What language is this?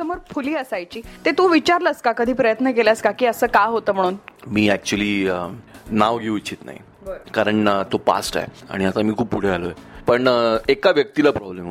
Marathi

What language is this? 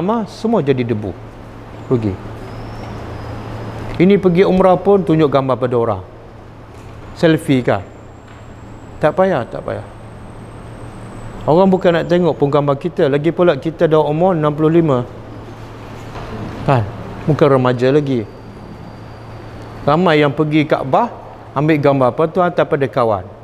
Malay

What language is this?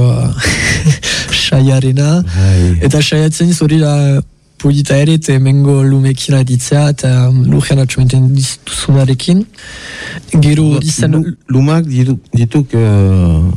Basque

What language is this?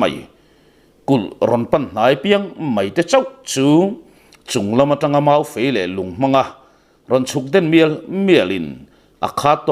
Mizo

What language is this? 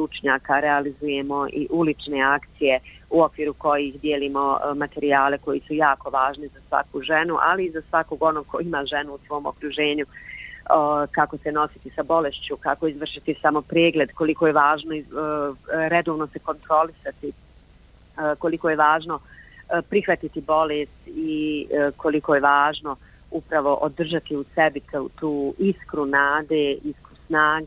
Bosnian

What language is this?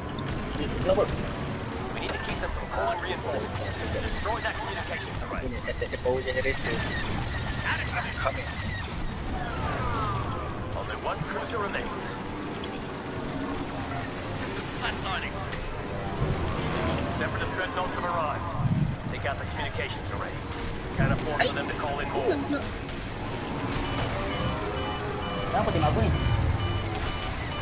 Malay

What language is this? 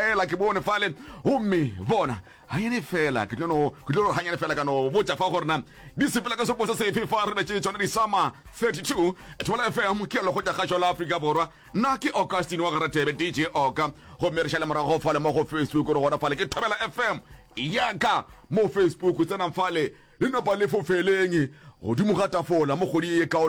Northern Sotho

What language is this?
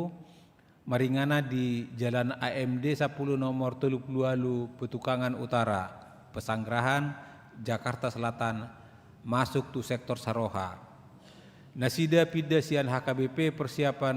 Batak Toba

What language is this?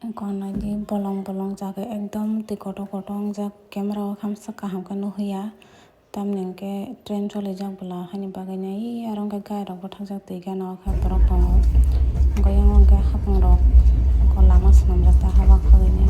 Kok Borok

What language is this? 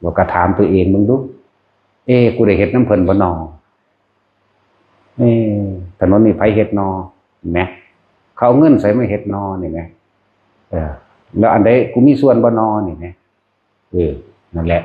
Northeastern Thai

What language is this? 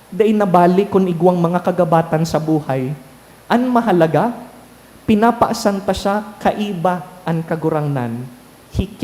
Bikol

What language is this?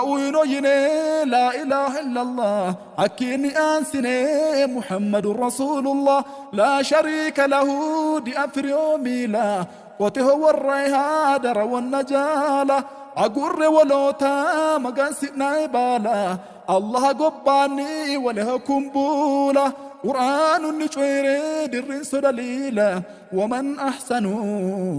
Sidamo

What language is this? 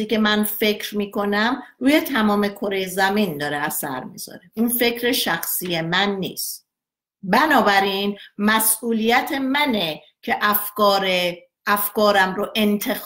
Persian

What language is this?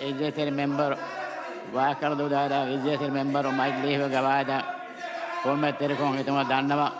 Divehi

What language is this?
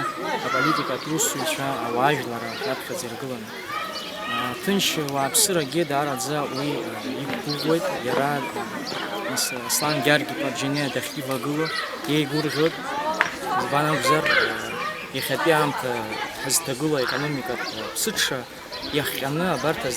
Abkhazian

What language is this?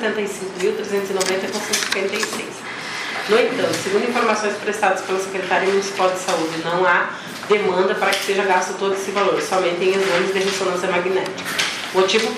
Portuguese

